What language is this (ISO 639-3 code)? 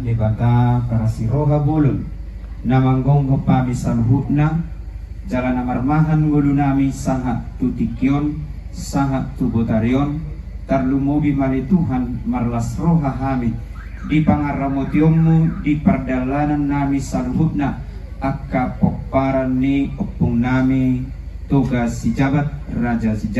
bbc